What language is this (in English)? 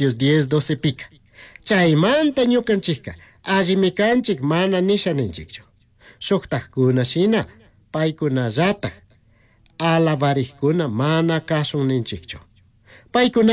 Chimborazo Highland Quichua